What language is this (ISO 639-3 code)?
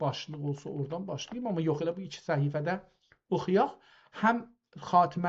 azb